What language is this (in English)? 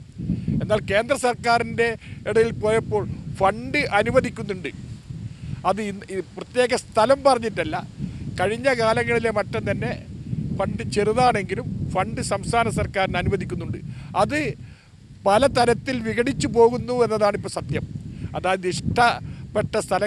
Malayalam